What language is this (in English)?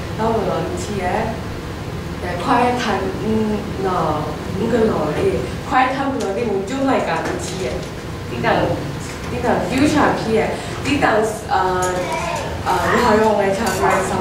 Kachin